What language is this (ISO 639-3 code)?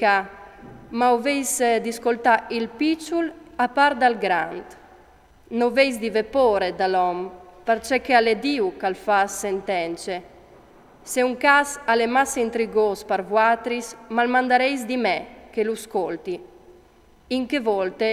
fur